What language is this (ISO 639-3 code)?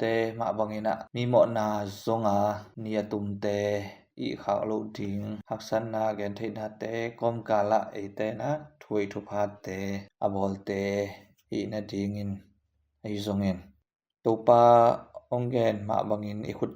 ctd